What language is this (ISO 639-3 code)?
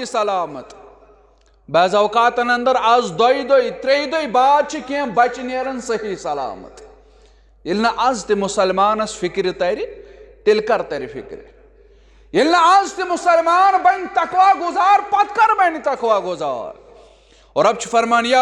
kas